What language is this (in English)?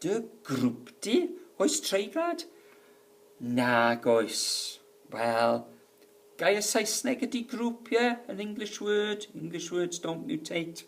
Welsh